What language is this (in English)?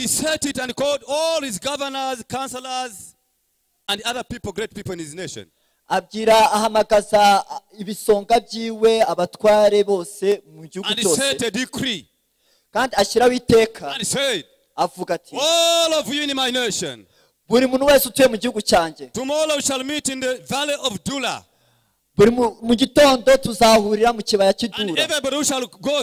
Kinyarwanda